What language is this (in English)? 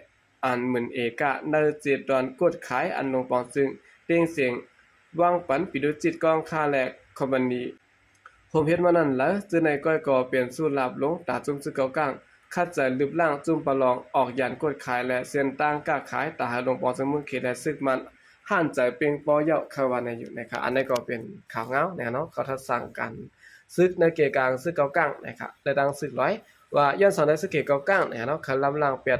Shan